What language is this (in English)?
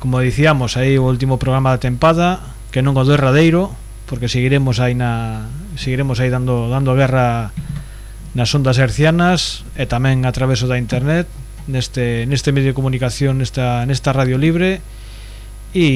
Galician